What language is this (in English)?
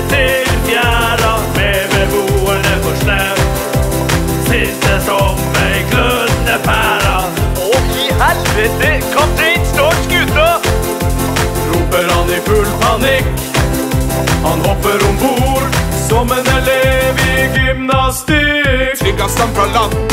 Norwegian